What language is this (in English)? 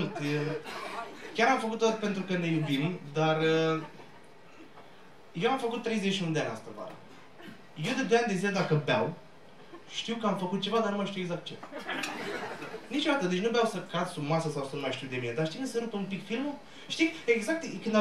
Romanian